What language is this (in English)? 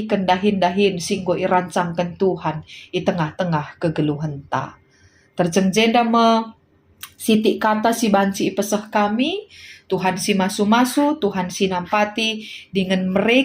Batak Karo